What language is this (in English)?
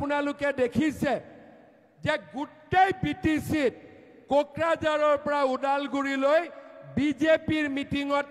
Assamese